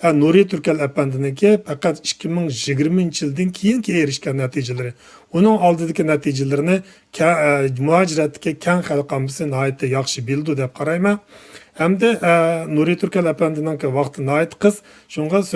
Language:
Uyghur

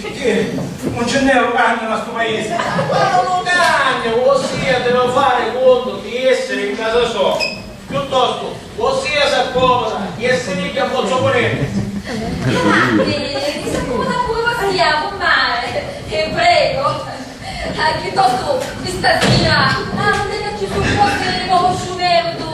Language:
Sicilian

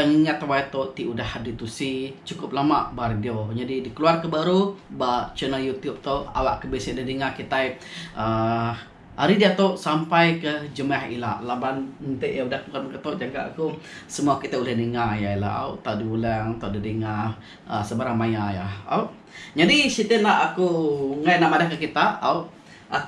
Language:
Iban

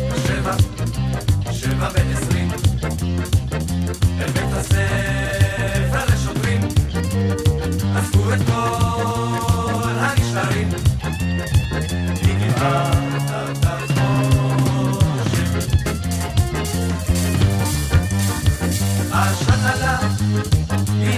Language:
Hebrew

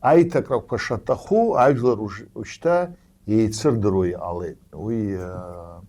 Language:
Abkhazian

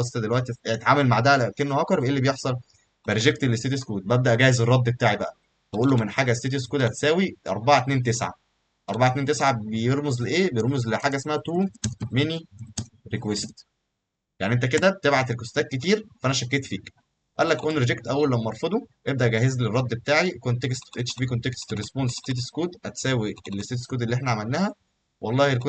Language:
Egyptian Arabic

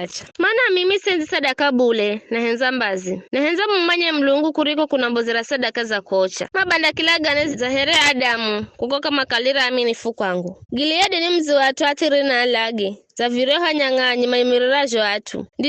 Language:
Giryama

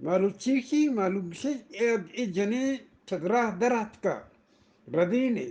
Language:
Eastern Balochi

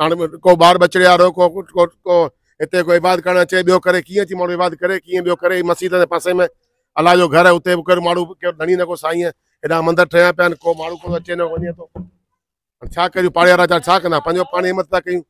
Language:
Sindhi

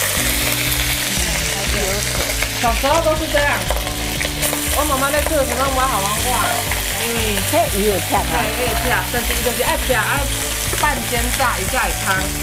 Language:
Min Nan Chinese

